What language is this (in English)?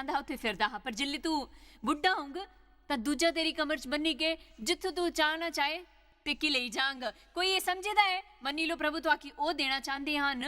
Dogri